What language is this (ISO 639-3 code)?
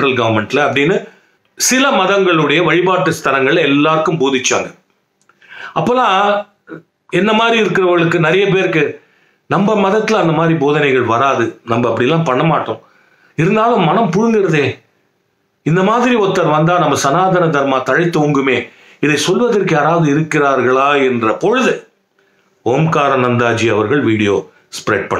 tam